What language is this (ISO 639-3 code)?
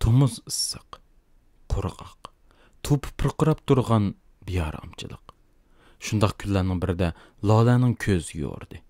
uig